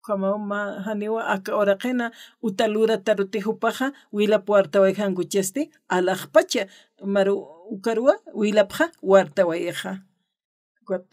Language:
Aymara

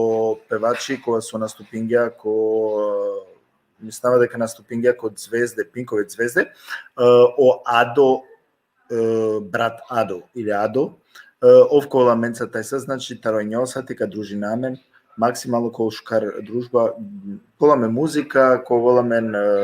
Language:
Balkan Romani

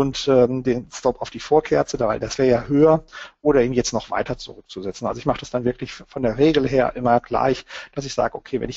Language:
German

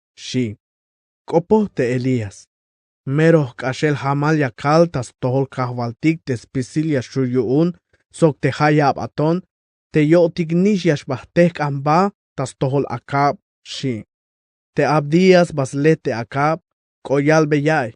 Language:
Tzeltal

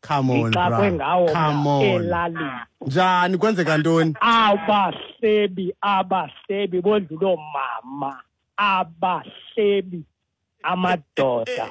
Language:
Xhosa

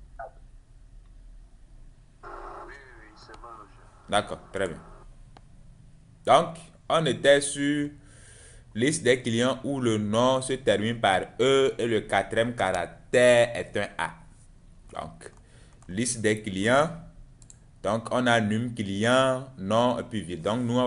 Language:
French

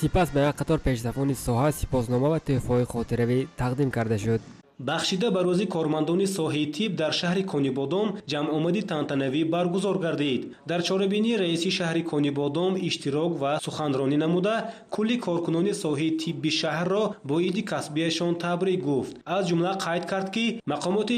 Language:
Tajik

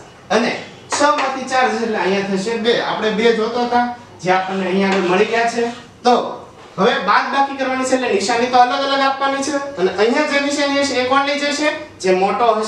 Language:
Gujarati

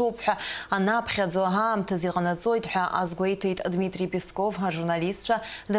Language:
Abkhazian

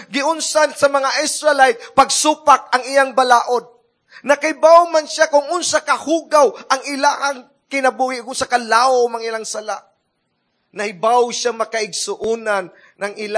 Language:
Cebuano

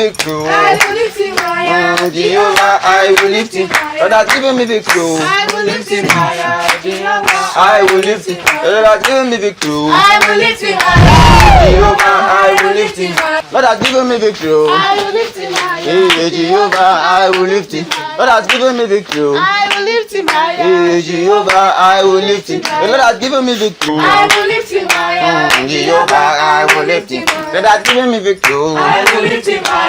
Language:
Nigerian Pidgin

